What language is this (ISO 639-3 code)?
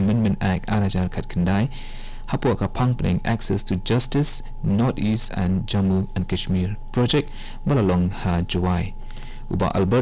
kha